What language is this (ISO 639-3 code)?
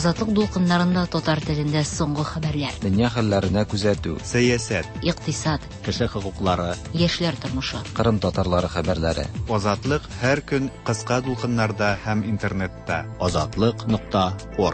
tat